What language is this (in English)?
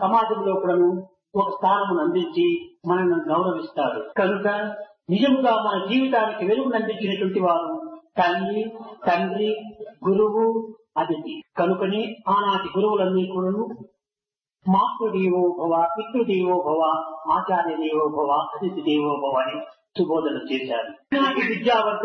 Telugu